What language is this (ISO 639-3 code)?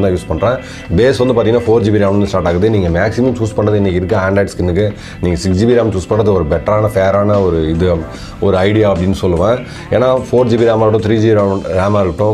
tam